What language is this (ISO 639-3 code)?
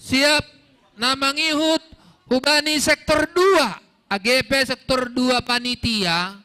bts